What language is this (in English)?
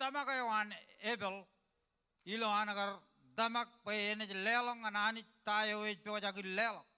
Marshallese